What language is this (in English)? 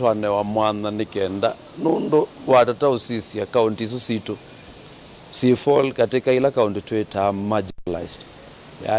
Kamba